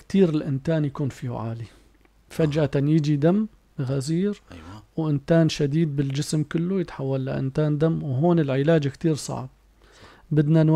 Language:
North Levantine Arabic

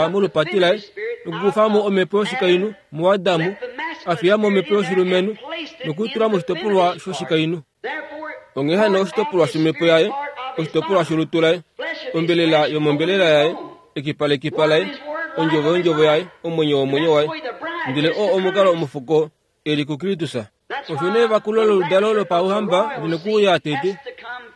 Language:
Kuanyama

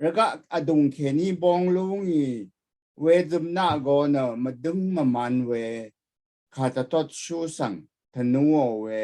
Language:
Rawang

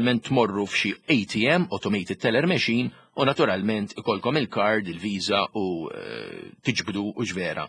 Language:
Maltese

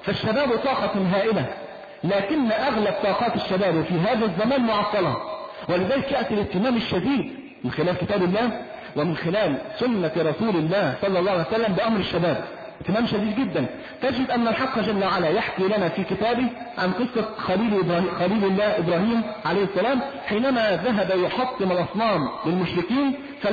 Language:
Arabic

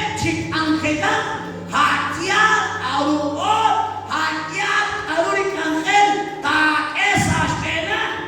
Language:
Kekchí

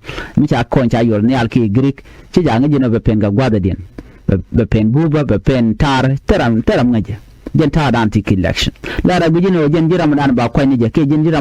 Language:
Nuer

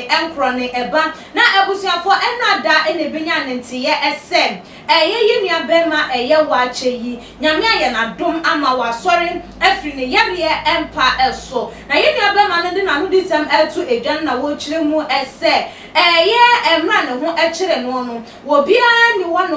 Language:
Akan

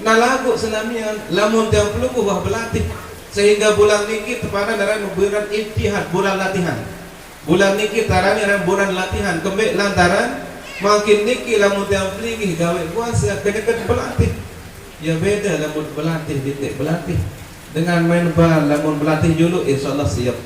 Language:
Sasak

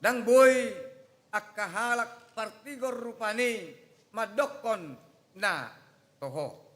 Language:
Batak Toba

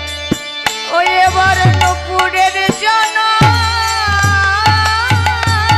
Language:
Bangla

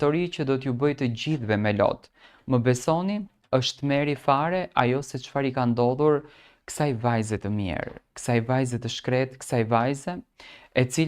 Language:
Albanian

